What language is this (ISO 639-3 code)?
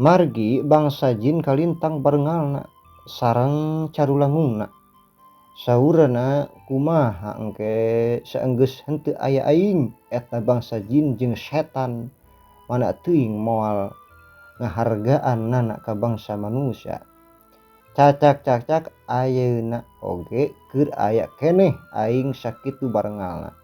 sun